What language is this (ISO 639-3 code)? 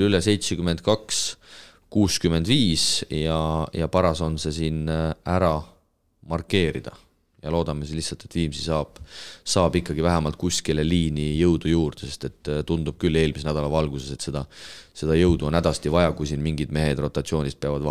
est